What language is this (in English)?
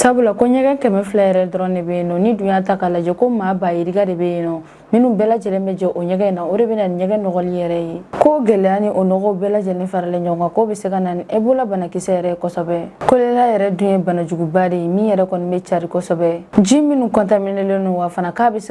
Bambara